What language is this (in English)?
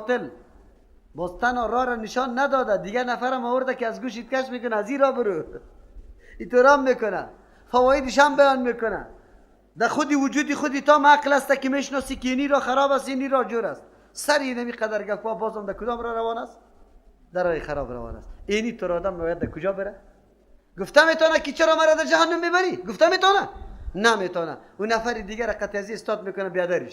Persian